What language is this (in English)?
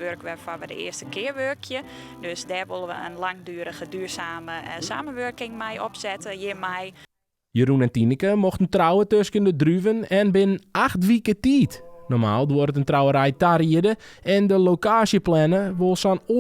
Western Frisian